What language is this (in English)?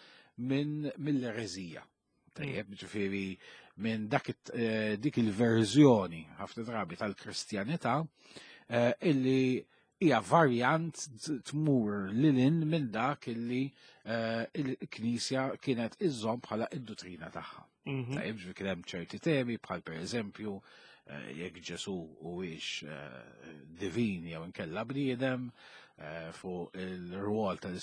Maltese